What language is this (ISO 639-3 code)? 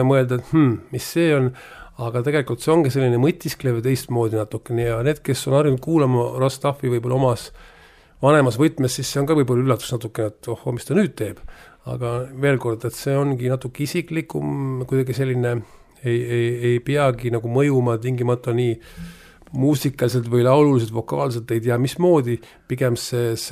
est